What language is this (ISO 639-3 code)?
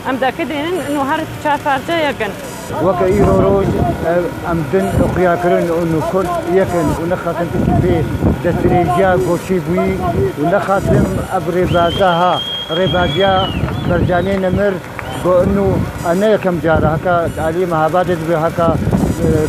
kur